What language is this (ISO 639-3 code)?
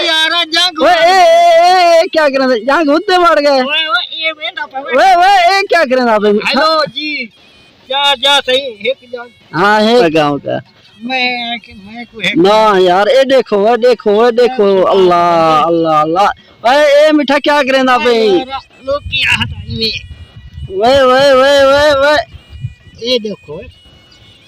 skr